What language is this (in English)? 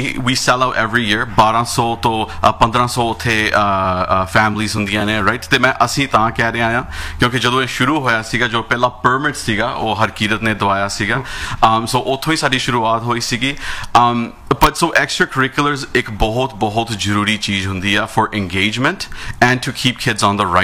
Punjabi